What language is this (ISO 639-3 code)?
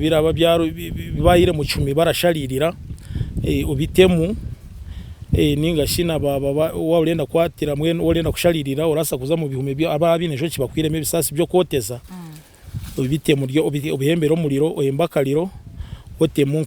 nyn